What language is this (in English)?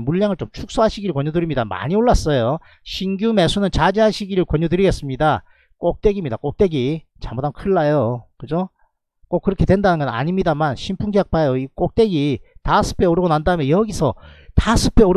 Korean